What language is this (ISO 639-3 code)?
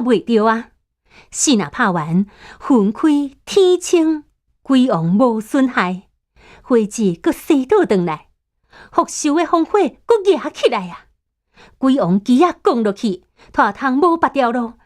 nan